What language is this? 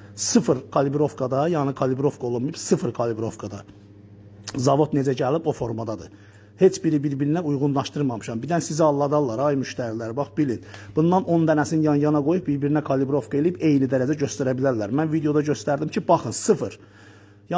Azerbaijani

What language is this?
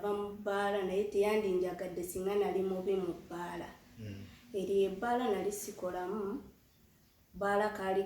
Ganda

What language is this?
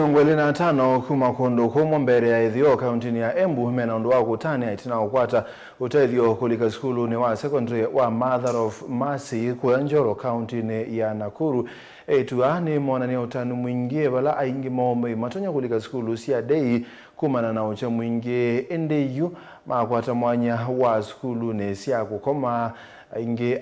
Kamba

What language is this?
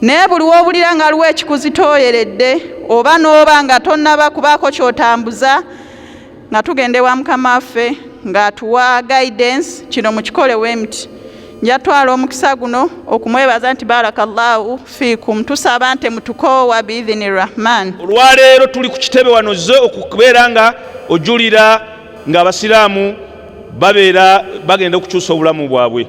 Ganda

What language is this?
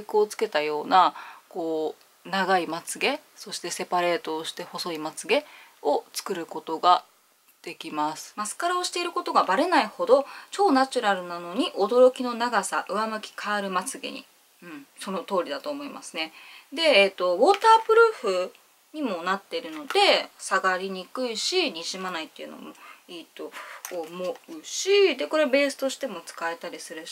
Japanese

